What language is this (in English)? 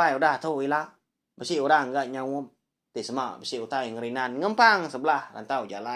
Iban